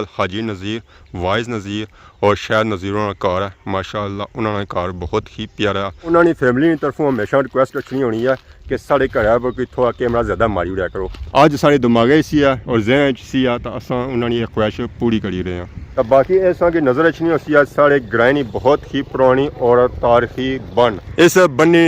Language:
Pahari-Potwari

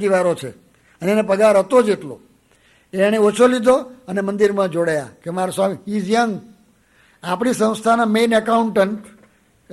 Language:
Gujarati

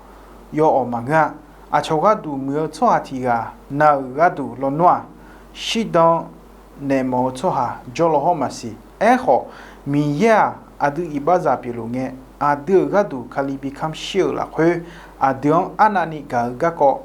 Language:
Akha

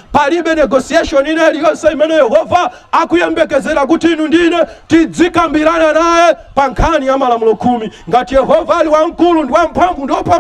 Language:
Nyanja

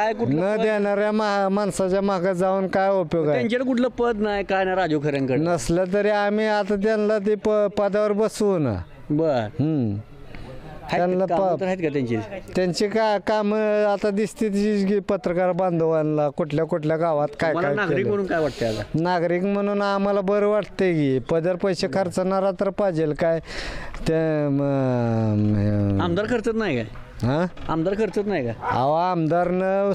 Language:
Marathi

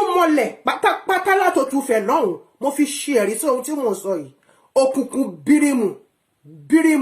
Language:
Yoruba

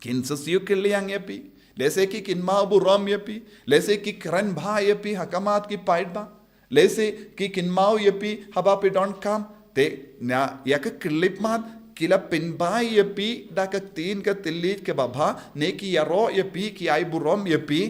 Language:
Khasi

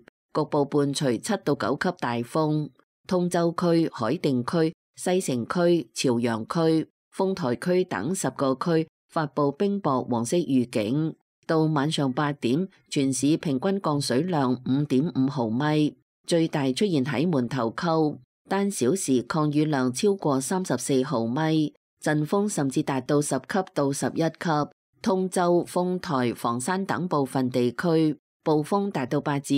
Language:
Cantonese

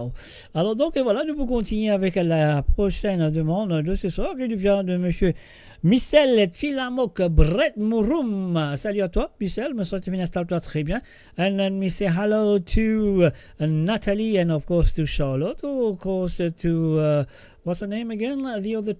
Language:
Morisyen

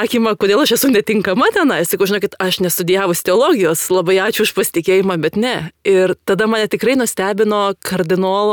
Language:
Lithuanian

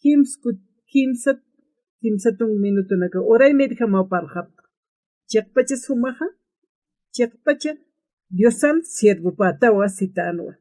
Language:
Aymara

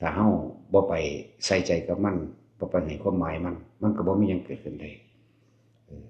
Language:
Northeastern Thai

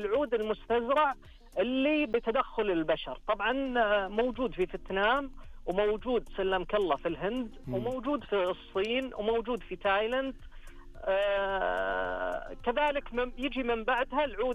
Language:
Najdi Arabic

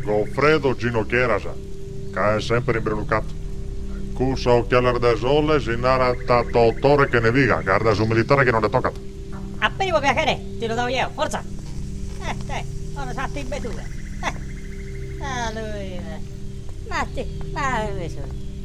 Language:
Sardinian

